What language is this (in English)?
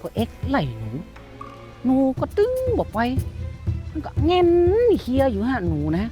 Shan